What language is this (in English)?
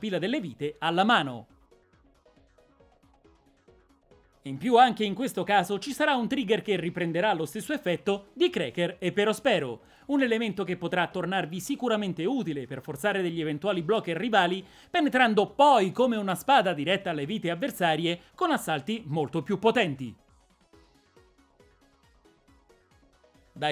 Italian